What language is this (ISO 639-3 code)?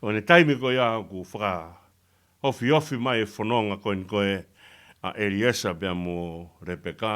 ton